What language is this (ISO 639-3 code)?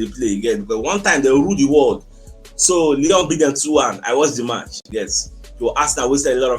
pcm